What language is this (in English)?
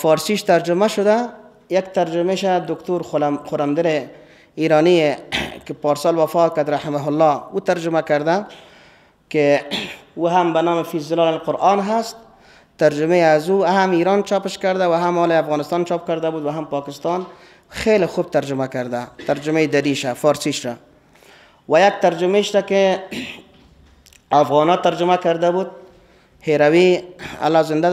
Persian